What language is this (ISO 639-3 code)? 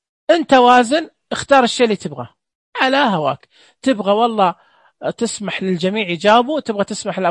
ars